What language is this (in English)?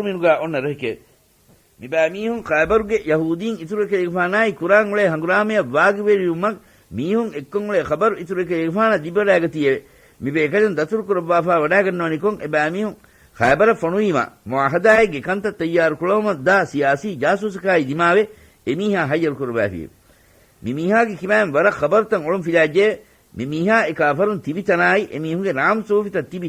Divehi